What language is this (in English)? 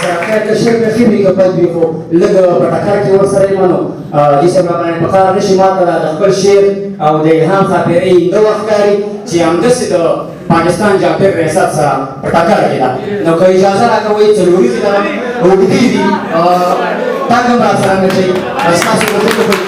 Pashto